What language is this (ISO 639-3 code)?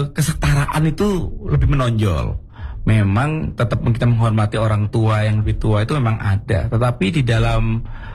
ind